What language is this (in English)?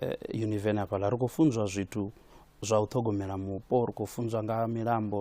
Venda